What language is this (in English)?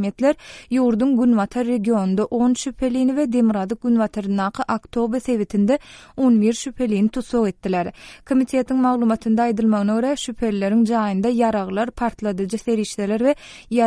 Turkmen